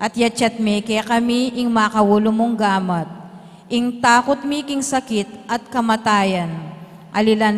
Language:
Pampanga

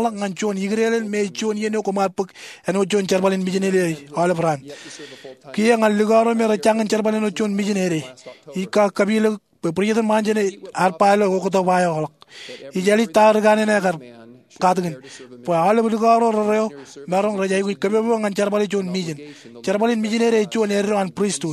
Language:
Marshallese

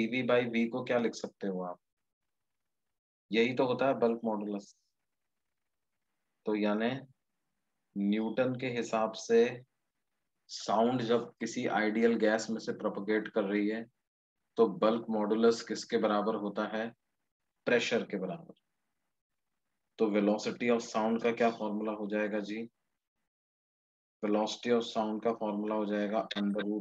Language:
Hindi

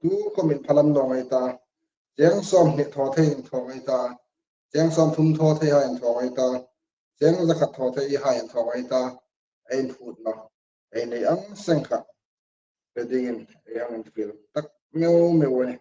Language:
Hmar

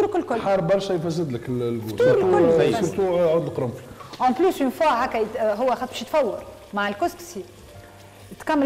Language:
Tunisian Arabic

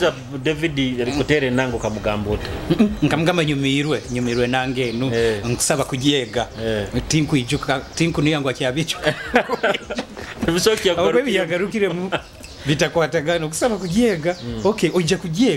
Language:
Nyoro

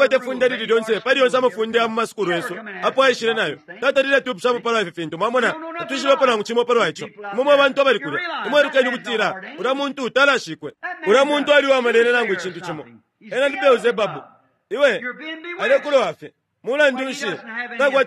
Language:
Bemba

